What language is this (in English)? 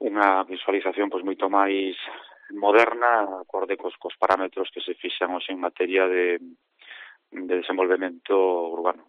Galician